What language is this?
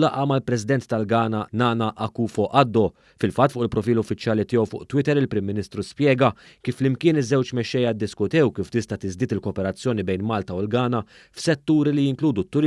Maltese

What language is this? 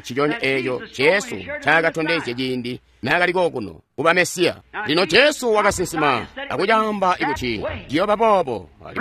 Tonga (Zambia)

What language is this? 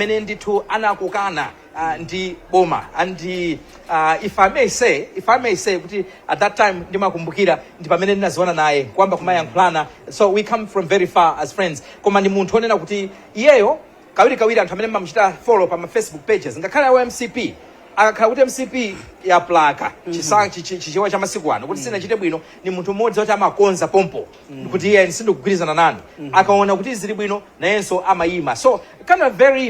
Nyanja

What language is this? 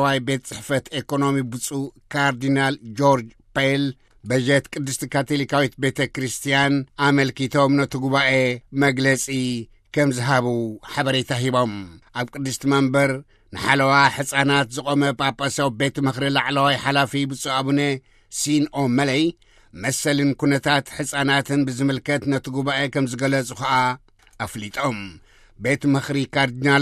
Tigrinya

